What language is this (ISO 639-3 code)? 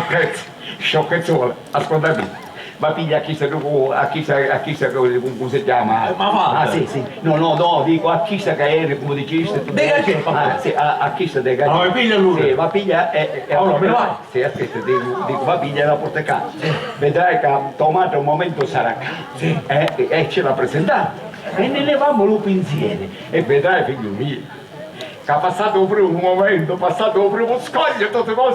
scn